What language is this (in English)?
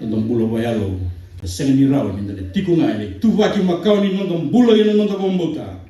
Fijian